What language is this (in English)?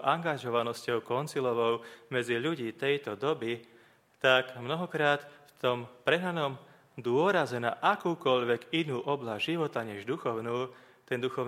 Slovak